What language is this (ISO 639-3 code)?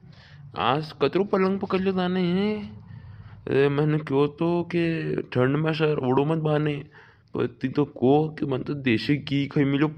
raj